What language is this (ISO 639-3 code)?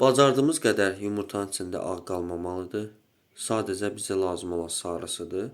aze